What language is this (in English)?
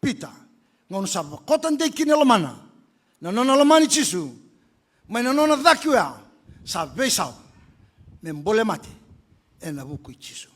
Fijian